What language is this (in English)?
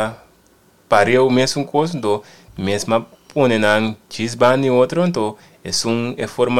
Papiamento